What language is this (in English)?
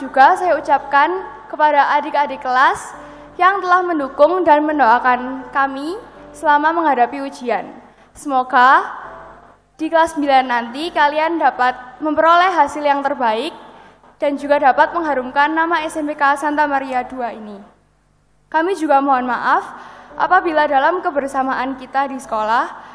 Indonesian